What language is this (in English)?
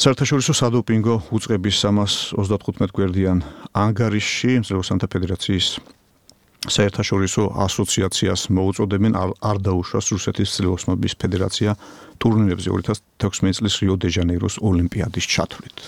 Georgian